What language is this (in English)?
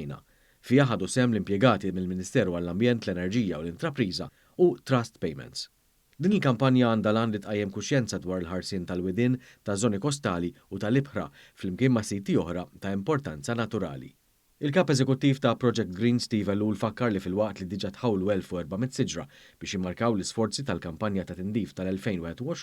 Maltese